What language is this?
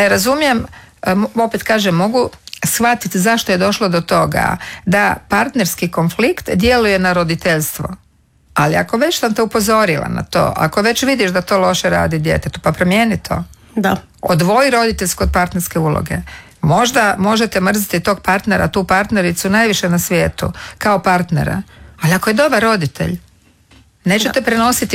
Croatian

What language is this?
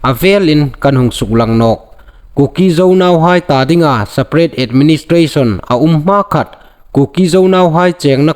Hmar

